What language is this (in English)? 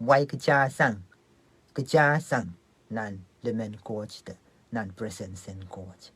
Pohnpeian